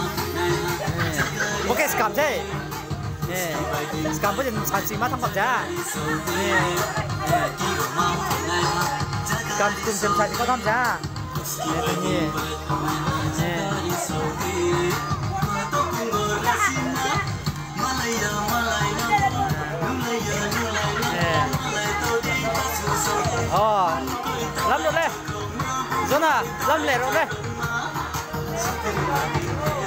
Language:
Malay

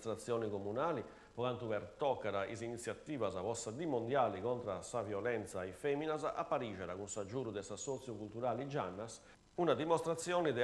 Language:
Sardinian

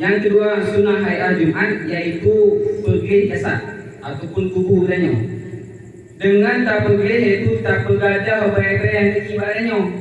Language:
Achinese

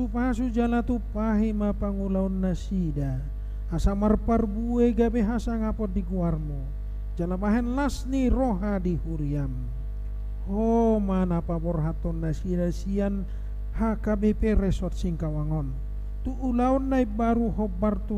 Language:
Batak Toba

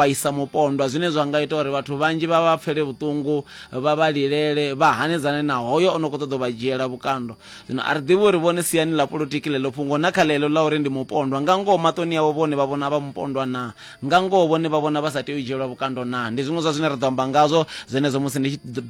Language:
Venda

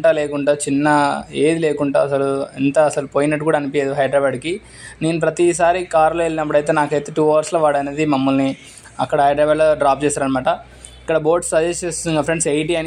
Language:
Telugu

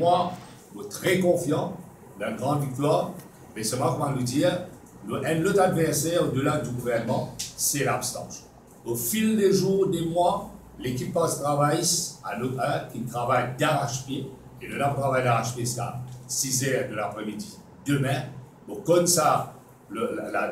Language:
Morisyen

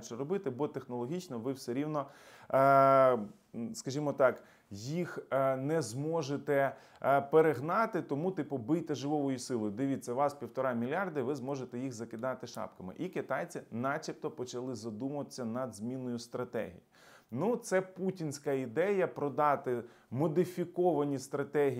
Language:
Ukrainian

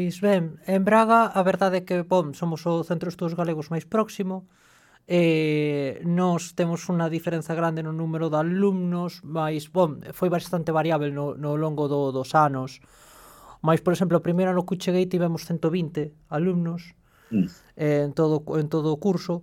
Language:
Galician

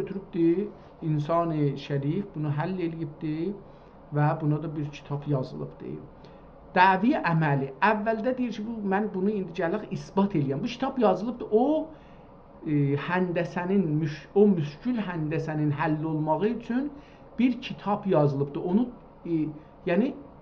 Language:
South Azerbaijani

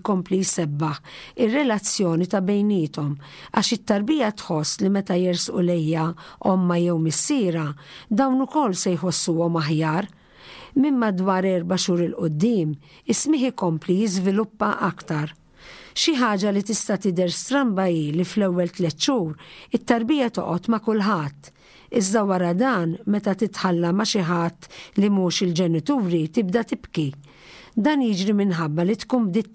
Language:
Maltese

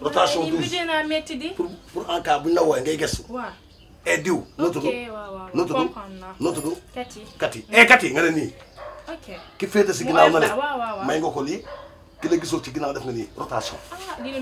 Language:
Wolof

